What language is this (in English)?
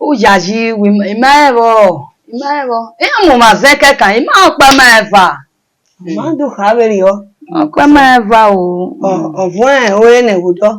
Bini